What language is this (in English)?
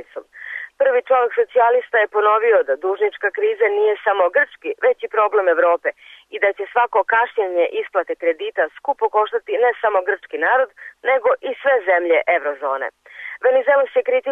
Serbian